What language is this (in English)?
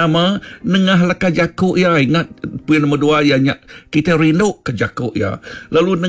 Iban